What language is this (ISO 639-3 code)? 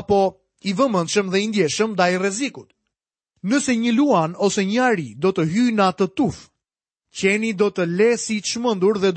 sqi